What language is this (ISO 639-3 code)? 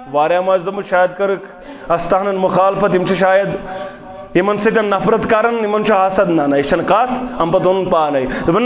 kas